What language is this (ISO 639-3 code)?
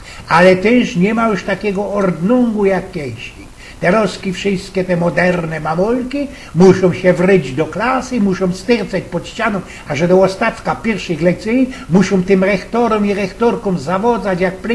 szl